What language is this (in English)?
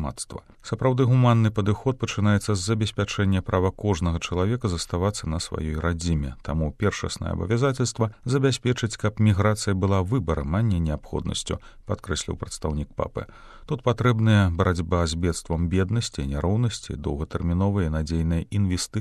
Belarusian